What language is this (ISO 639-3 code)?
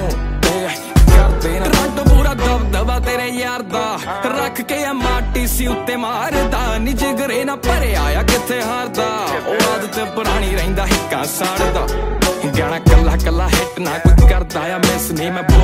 pan